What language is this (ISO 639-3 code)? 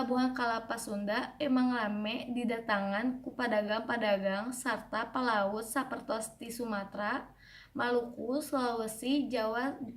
sun